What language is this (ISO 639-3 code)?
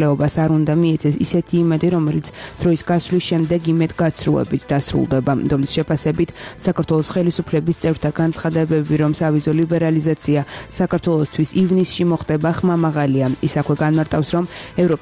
kat